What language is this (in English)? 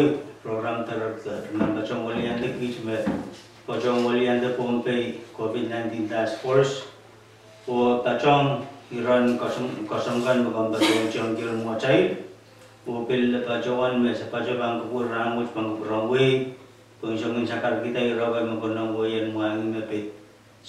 Pohnpeian